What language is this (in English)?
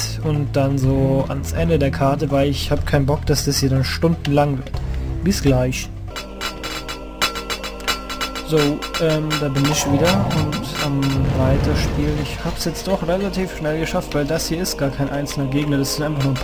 German